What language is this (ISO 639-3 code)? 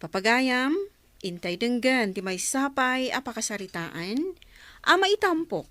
ilo